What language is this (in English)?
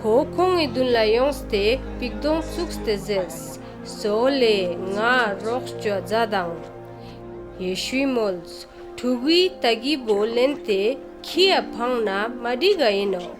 Ladakhi